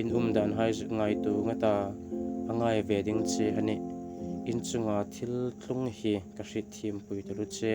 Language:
Hmar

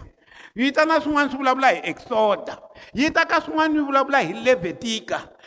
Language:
Tsonga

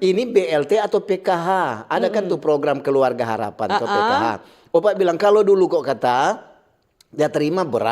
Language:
Manado Malay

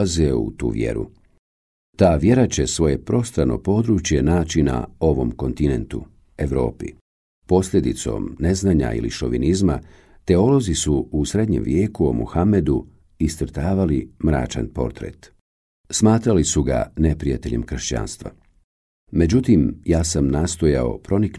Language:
Bosnian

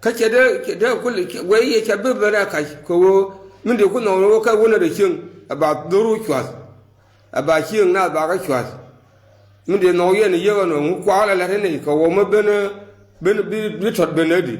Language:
Nuer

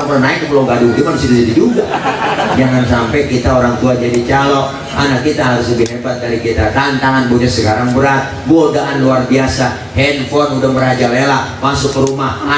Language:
Betawi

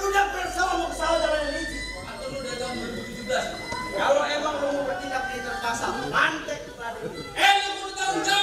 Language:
Betawi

